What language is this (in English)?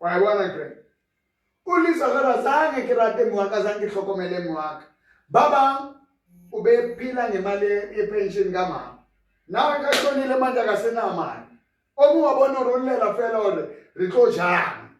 Southern Sotho